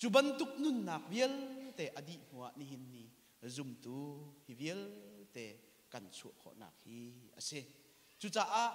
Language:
Hakha Chin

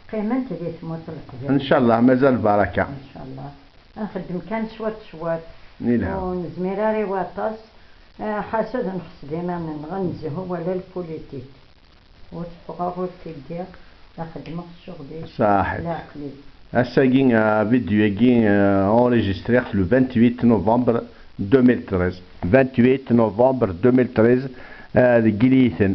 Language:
Kabyle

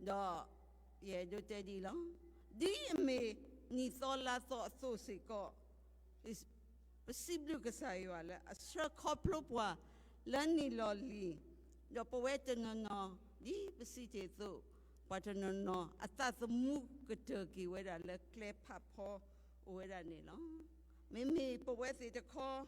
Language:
S'gaw Karen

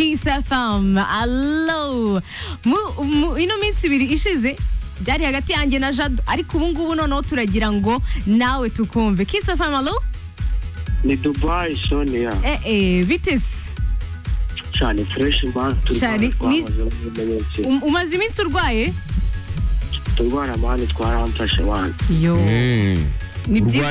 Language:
Kinyarwanda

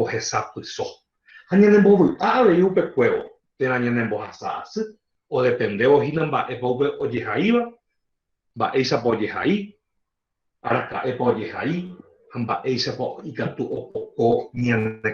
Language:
Guarani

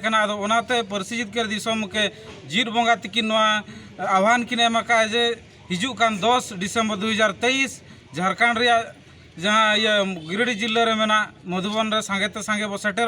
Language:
Santali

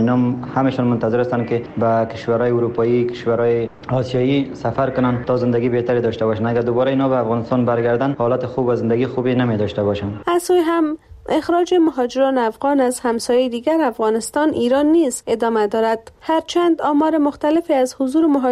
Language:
Persian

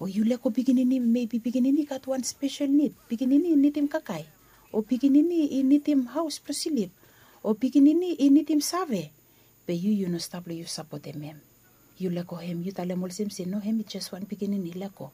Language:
Bislama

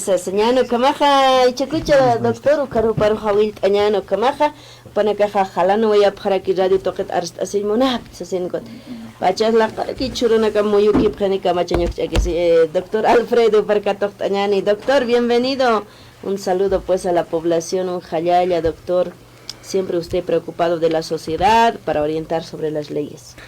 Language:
Aymara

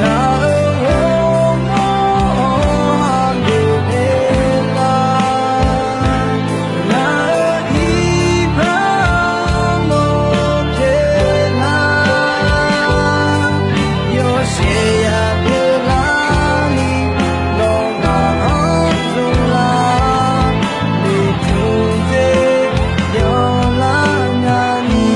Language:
Akha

